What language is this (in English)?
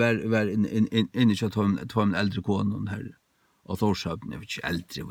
Faroese